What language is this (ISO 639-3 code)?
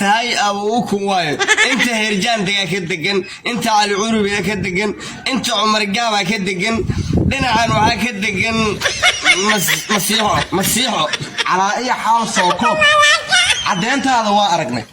som